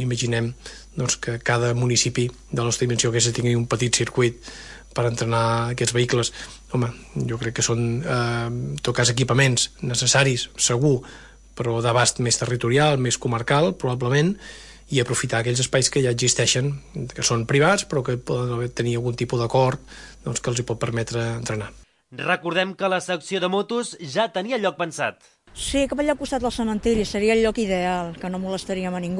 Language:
Catalan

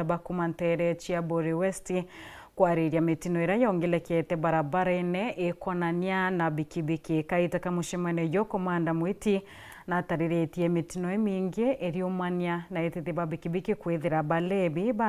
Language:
Meru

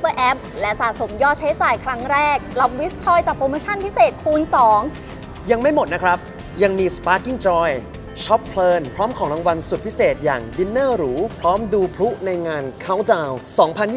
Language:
Thai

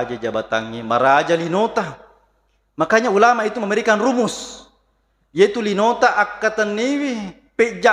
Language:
Buginese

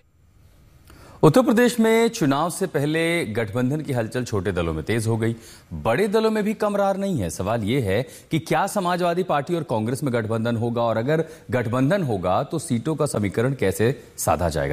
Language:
Hindi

